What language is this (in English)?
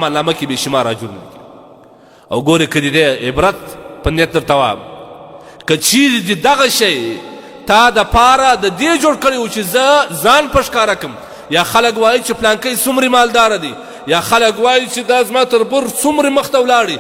Pashto